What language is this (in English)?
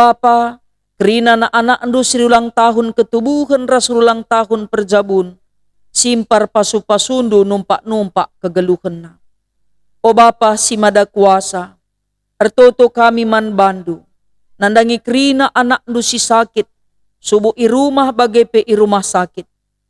Batak Karo